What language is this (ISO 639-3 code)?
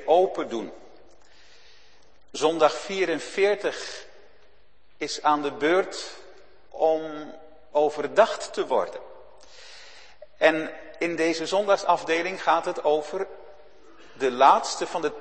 nld